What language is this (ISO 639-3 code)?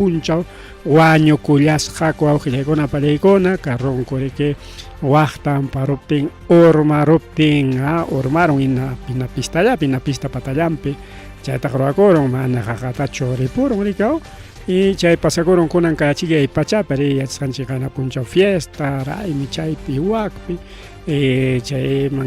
quy